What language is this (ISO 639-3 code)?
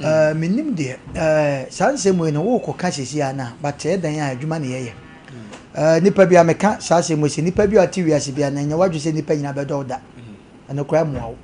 aka